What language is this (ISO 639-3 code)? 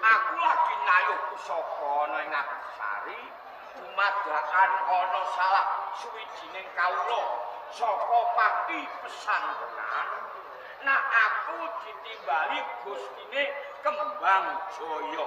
jav